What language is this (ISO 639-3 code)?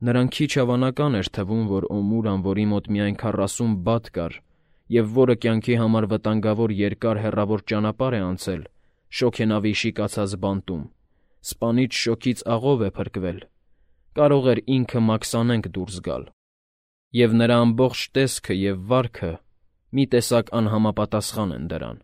hye